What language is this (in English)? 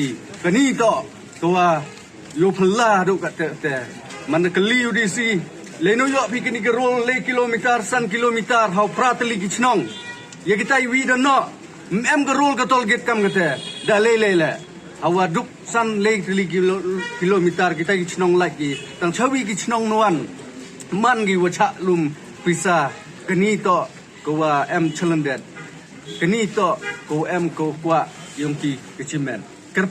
Pnar